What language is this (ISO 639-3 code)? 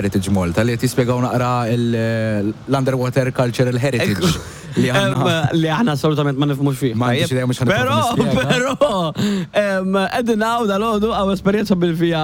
mlt